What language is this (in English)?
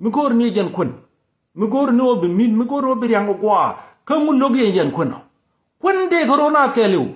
Nuer